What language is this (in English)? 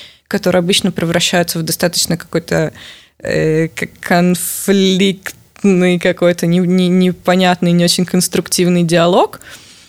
Russian